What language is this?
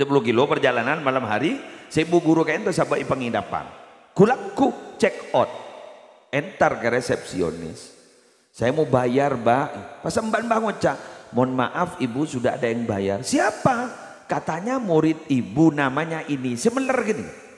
Madurese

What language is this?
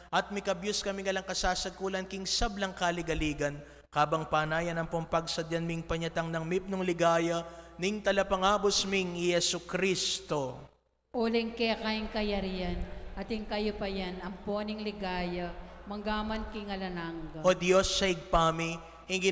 Pampanga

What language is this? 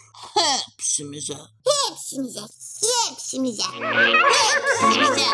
Gagauz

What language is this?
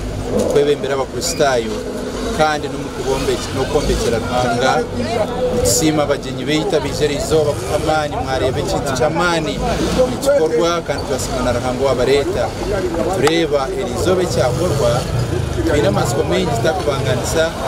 Nyankole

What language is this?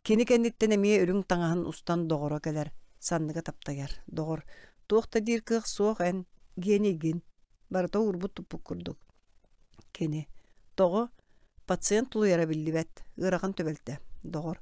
Yakut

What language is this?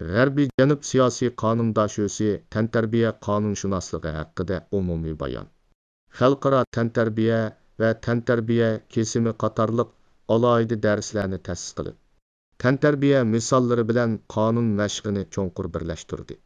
Uyghur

